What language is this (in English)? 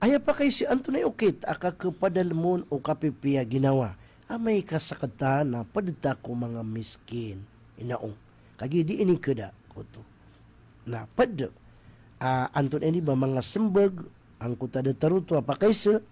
Maranao